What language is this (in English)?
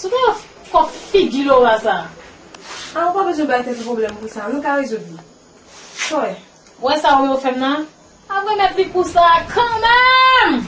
Haitian Creole